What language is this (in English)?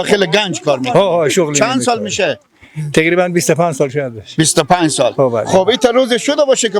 Persian